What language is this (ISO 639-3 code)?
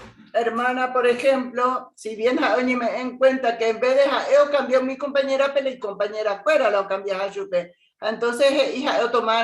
grn